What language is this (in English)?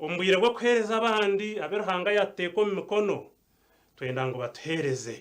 Nyankole